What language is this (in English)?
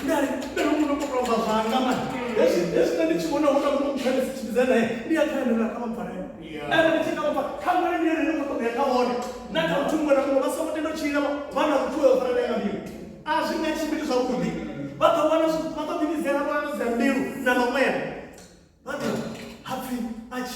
Venda